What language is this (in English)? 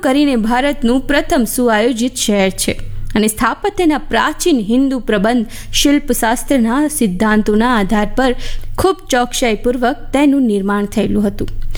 Gujarati